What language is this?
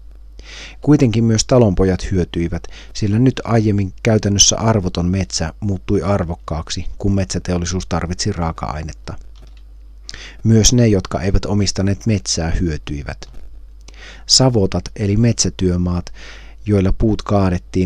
Finnish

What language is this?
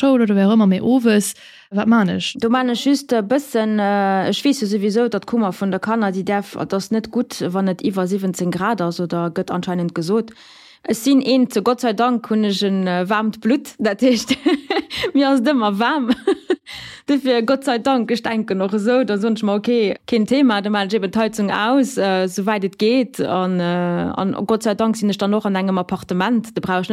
Luxembourgish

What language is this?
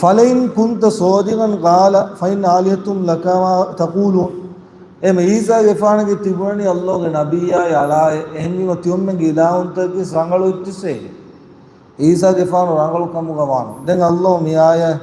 Divehi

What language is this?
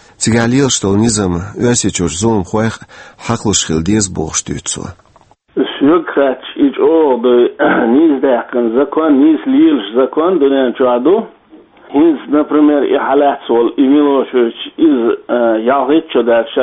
Chechen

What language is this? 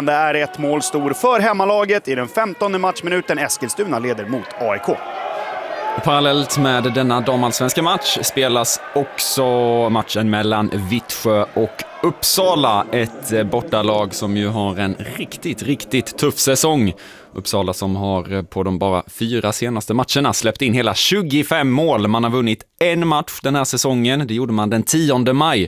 Swedish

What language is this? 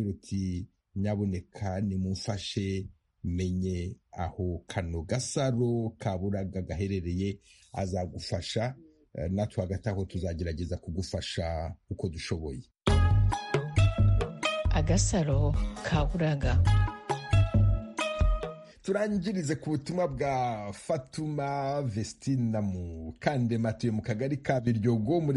Kinyarwanda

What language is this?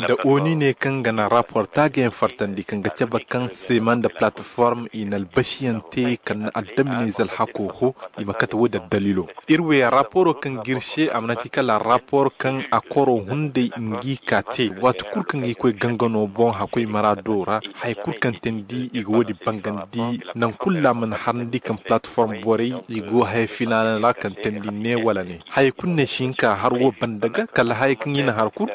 Zarma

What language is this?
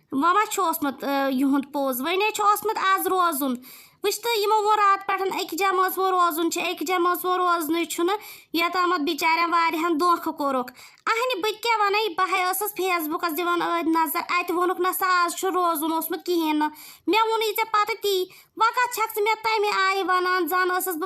Kashmiri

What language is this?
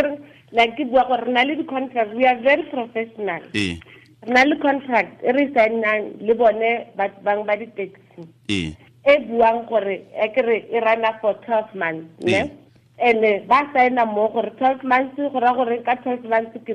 Tswana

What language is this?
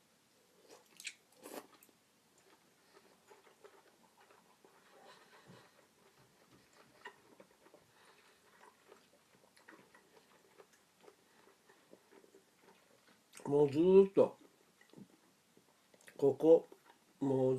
Japanese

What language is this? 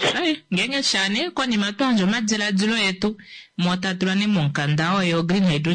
Kuanyama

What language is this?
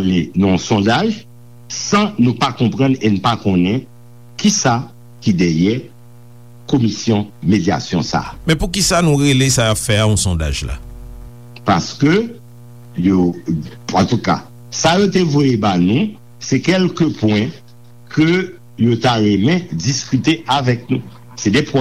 Haitian Creole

